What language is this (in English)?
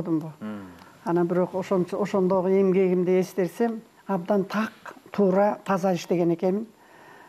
Kyrgyz